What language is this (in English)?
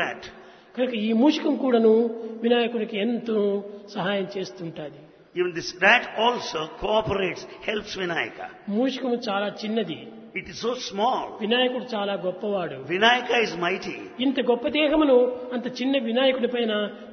Telugu